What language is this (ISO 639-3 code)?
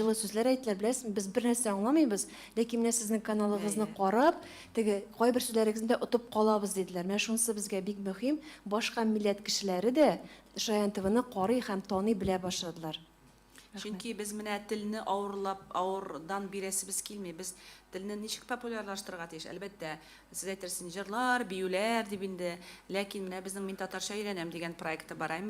tat